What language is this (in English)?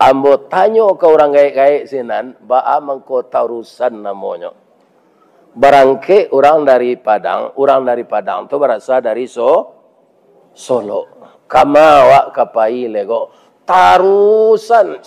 Minangkabau